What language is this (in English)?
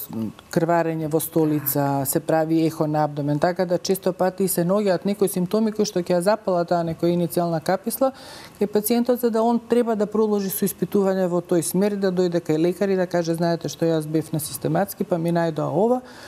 Macedonian